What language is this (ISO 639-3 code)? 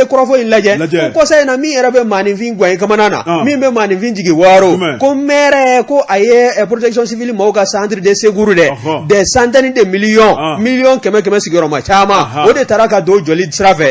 bam